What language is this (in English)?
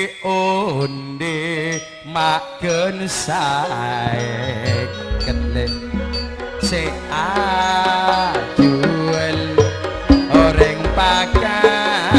Madurese